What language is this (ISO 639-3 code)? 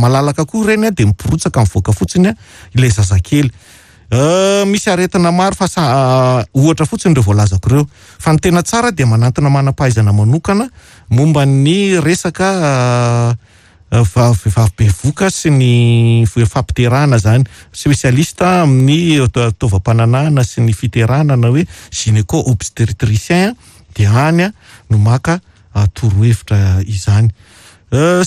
mlg